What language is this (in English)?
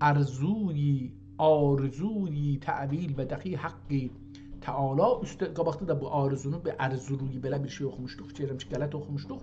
South Azerbaijani